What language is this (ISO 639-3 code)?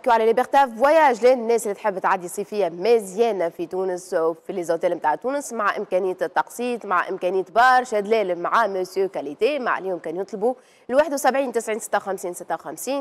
aeb